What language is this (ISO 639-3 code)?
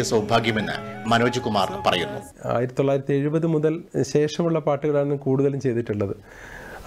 mal